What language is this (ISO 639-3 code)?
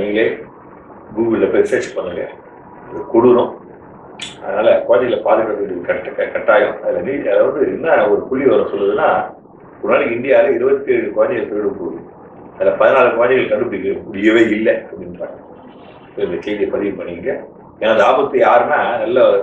tam